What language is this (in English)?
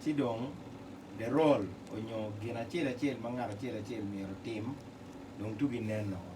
Acoli